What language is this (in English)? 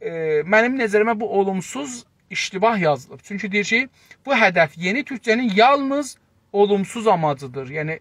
South Azerbaijani